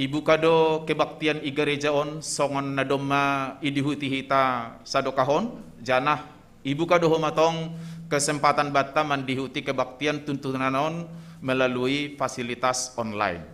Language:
Batak Simalungun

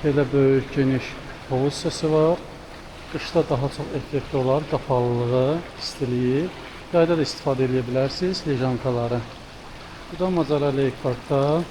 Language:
Azerbaijani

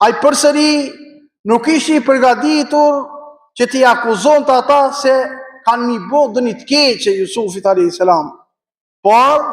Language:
Albanian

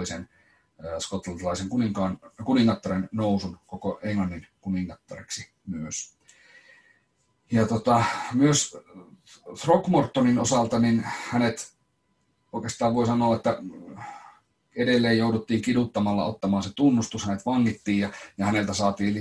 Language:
Finnish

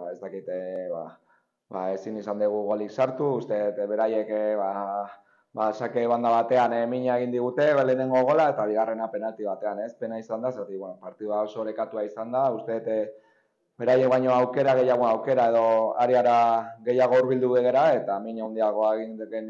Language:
Basque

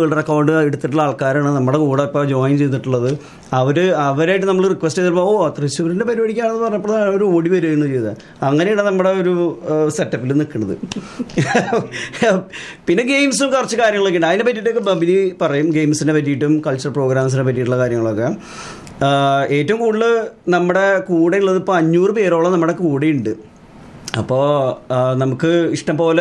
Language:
Malayalam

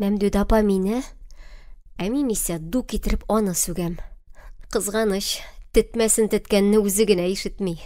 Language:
Tatar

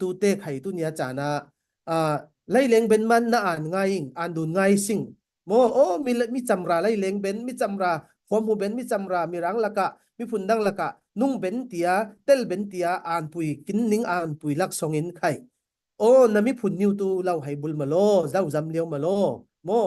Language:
Falam Chin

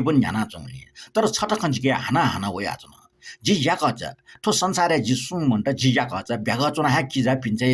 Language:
Newari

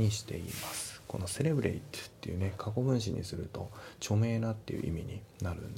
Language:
Japanese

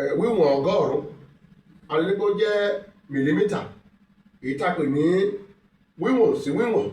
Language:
Yoruba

